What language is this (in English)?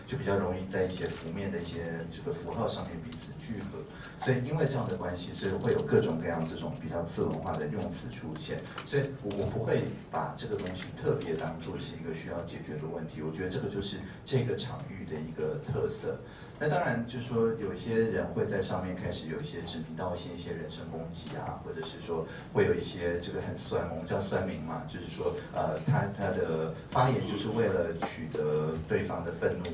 Chinese